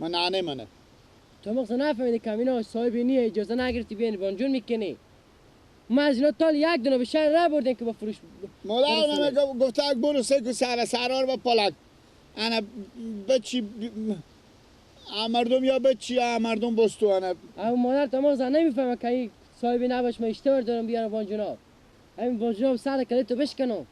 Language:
Persian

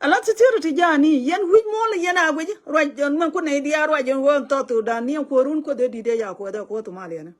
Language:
Nuer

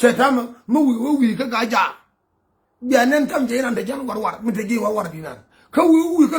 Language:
Nuer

